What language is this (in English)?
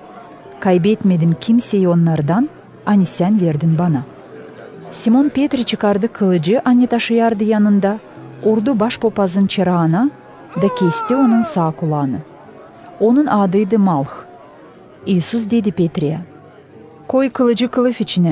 Gagauz